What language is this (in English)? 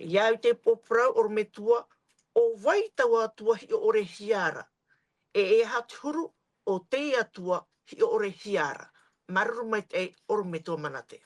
Tahitian